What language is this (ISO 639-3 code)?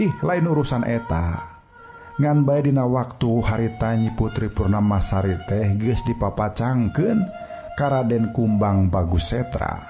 sun